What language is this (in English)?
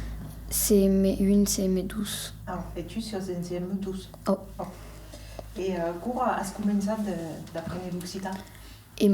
Occitan